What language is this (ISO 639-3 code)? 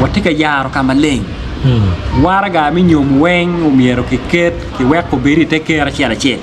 ach